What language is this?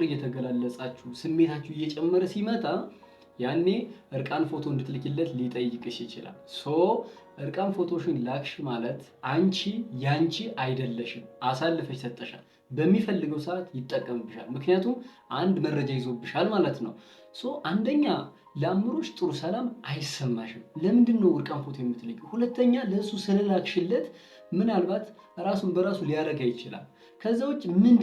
Amharic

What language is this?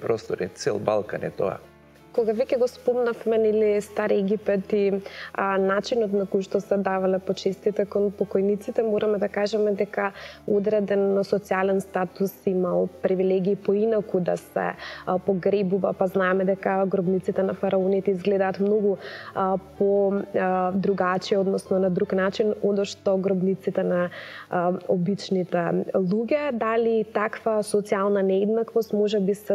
Macedonian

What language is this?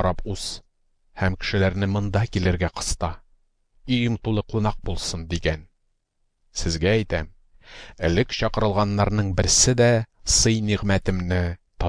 Tatar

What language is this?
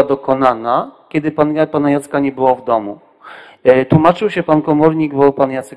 Polish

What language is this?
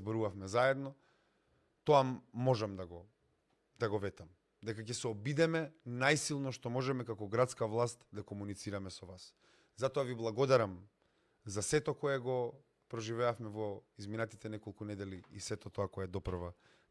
Macedonian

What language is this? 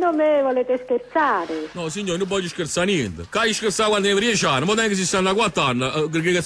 Neapolitan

